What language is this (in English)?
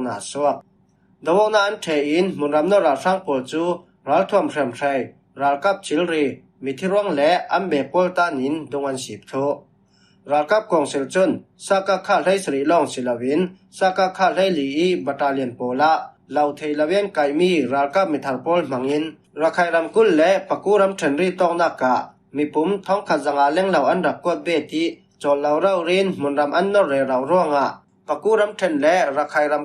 Falam Chin